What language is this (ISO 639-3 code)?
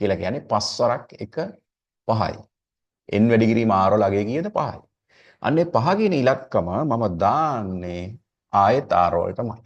sin